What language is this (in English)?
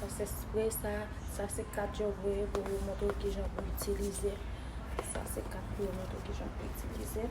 Haitian Creole